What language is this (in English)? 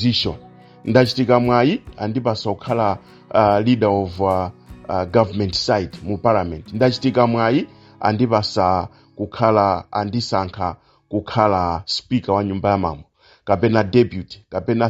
Nyanja